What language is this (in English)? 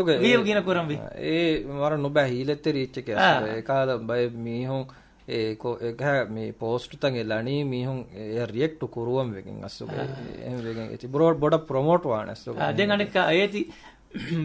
Divehi